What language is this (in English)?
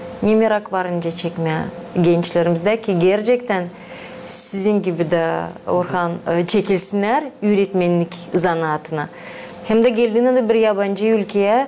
Gagauz